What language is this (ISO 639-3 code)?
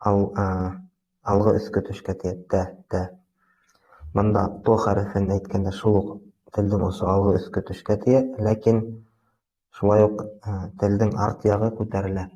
bak